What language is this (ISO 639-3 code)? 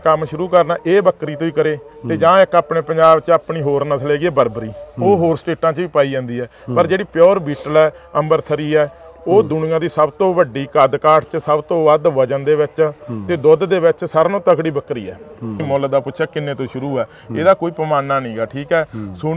pan